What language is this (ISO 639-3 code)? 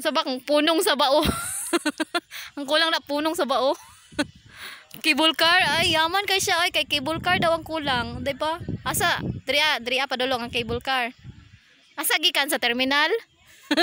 ceb